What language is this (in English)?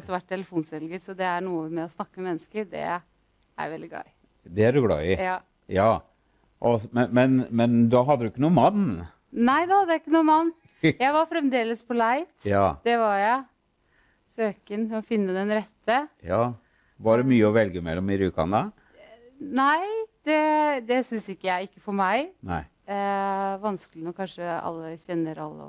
Norwegian